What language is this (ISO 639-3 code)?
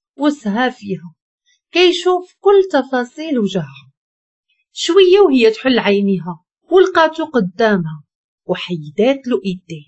ary